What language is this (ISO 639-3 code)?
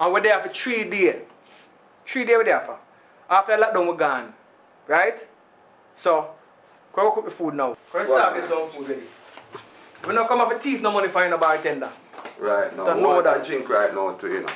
jam